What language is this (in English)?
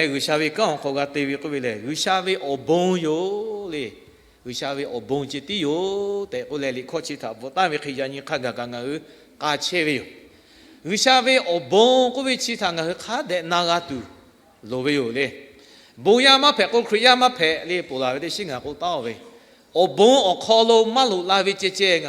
Lahu